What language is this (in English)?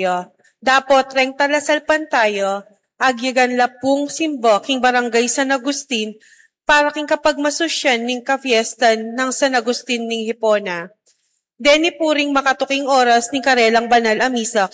Pampanga